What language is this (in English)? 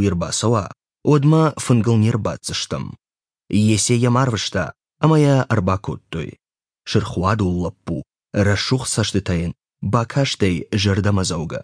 Ossetic